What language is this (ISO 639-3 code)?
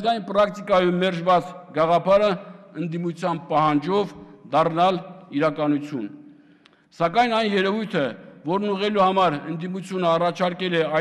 hye